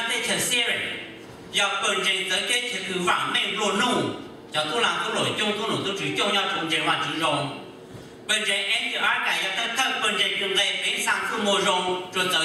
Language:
Hmong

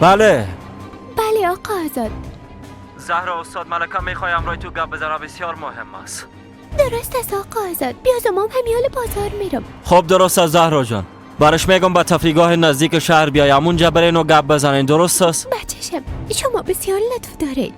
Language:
Persian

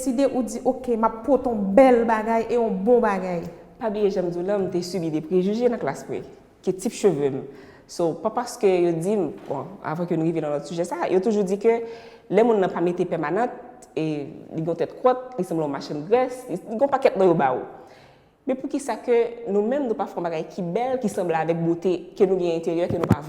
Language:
Haitian Creole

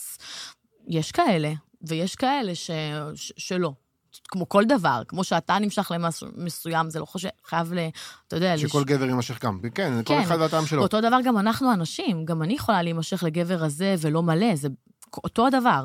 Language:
Hebrew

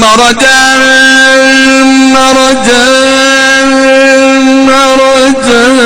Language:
Saraiki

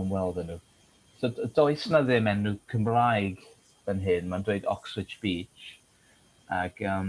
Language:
Welsh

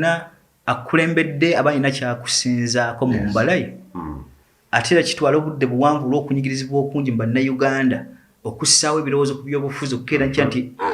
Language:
Ganda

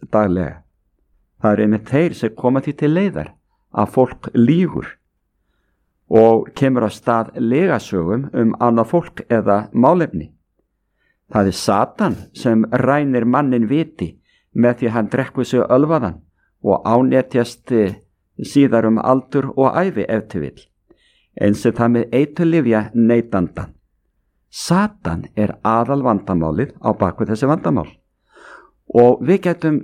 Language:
Icelandic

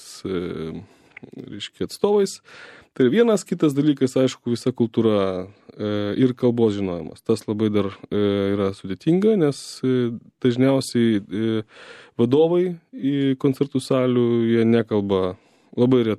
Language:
Lithuanian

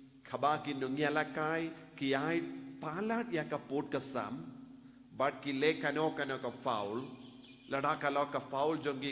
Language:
Khasi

